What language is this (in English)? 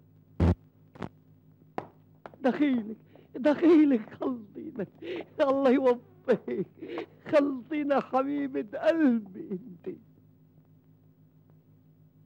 North Levantine Arabic